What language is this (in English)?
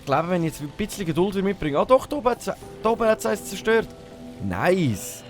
Swiss German